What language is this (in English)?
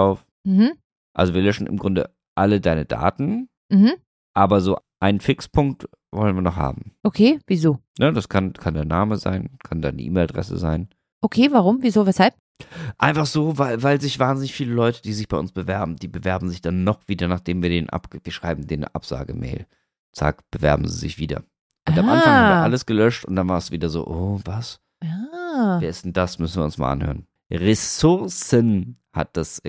German